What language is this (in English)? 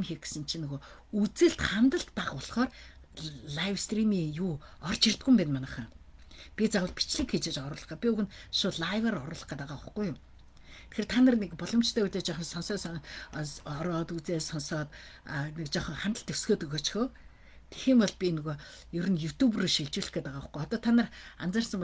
Mongolian